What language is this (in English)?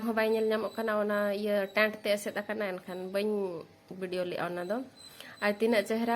Santali